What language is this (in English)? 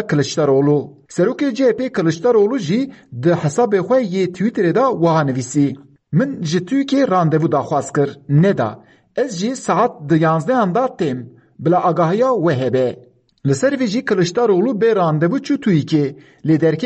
Kurdish